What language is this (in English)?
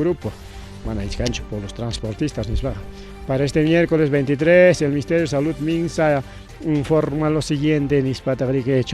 Ayacucho Quechua